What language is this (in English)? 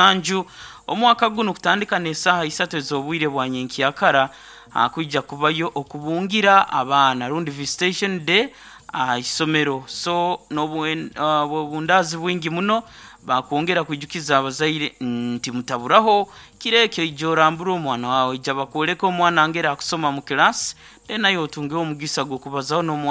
Nyoro